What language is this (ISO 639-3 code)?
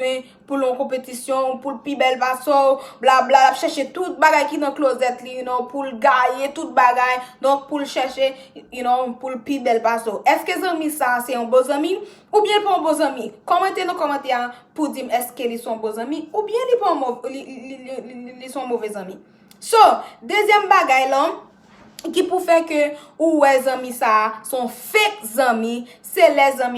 hat